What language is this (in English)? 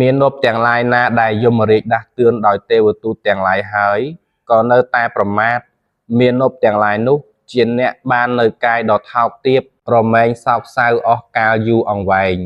Khmer